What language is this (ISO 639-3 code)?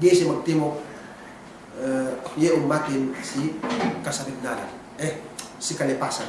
yka